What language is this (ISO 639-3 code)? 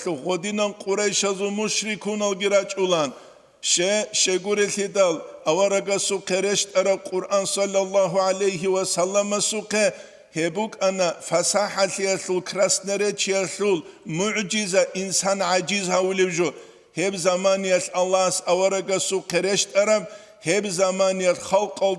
ava